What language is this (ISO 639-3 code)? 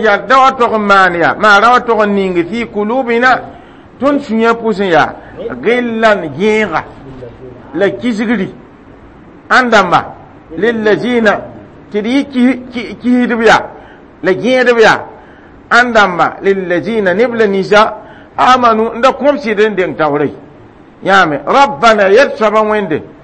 mos